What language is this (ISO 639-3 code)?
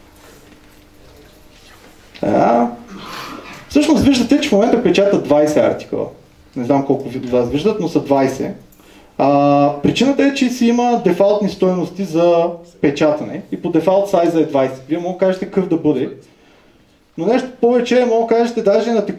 bul